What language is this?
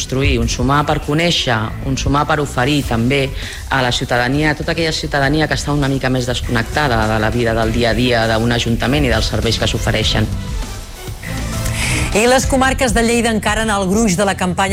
Catalan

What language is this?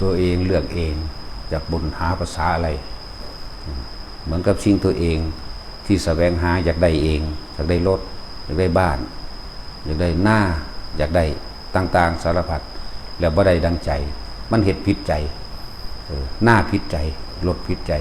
Northeastern Thai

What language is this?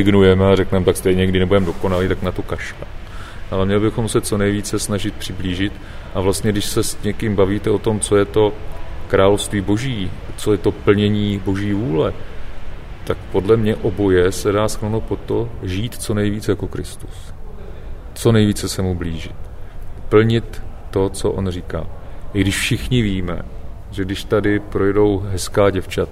Czech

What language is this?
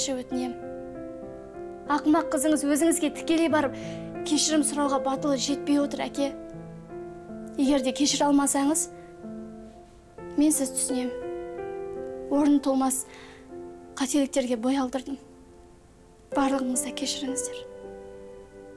Kazakh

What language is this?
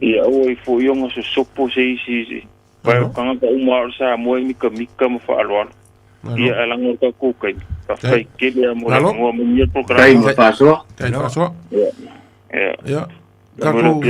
Samoan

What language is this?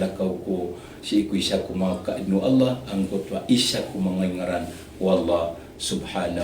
Maranao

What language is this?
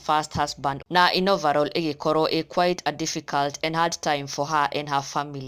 Kikuyu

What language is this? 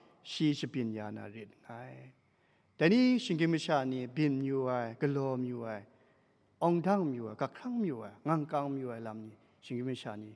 Kachin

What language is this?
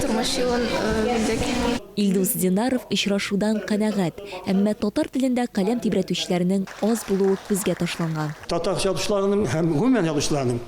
Tatar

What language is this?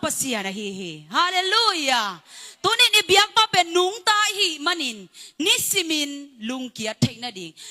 Tedim Chin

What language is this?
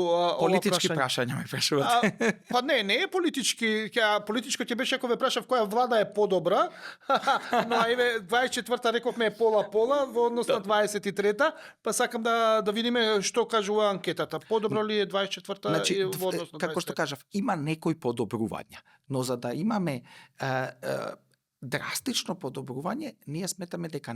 Macedonian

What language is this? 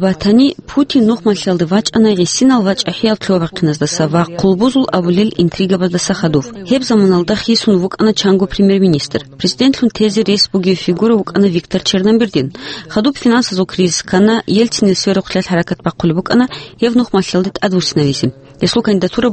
Avaric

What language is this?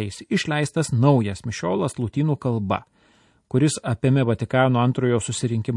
Lithuanian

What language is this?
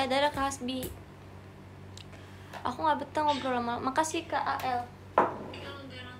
Indonesian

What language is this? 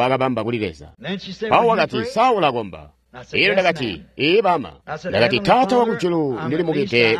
Tonga (Zambia)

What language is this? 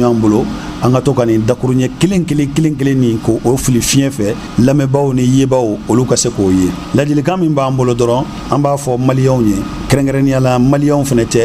Bambara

